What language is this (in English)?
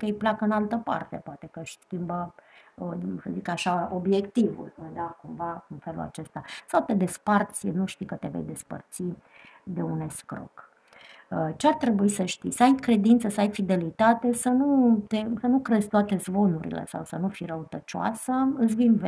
Romanian